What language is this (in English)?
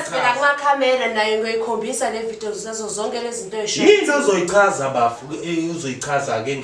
Zulu